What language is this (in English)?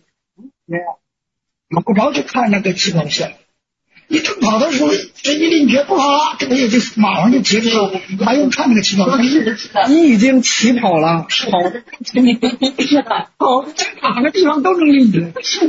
Chinese